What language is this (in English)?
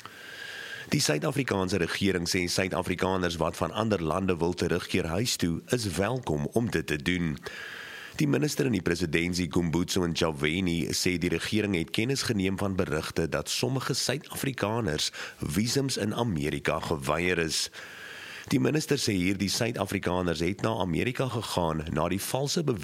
Afrikaans